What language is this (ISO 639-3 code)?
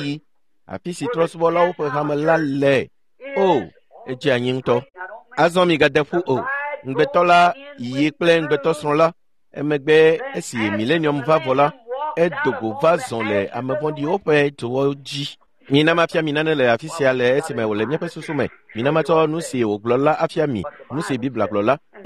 ewe